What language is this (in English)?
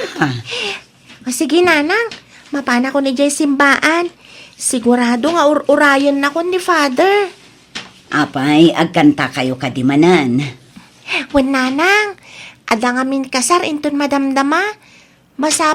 Iloko